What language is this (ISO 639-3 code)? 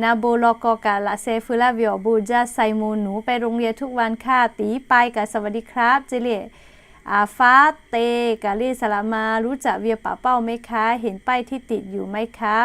lhu